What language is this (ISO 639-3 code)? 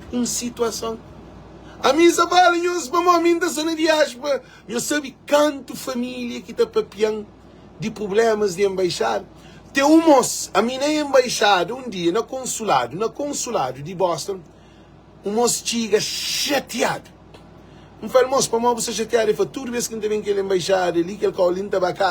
kea